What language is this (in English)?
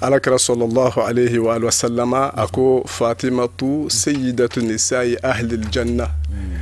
Bambara